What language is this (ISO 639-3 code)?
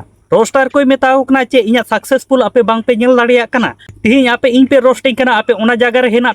sat